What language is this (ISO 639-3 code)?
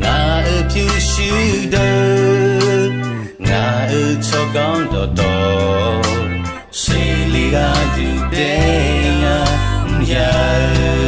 ahk